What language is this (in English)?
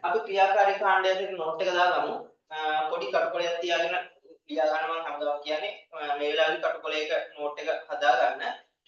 Sinhala